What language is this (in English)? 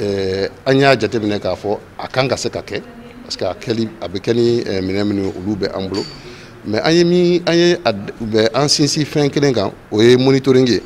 Bambara